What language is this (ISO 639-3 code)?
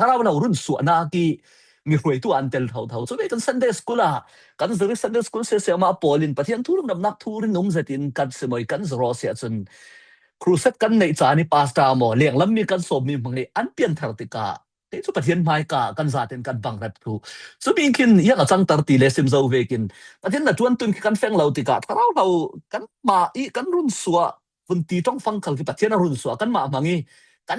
cfm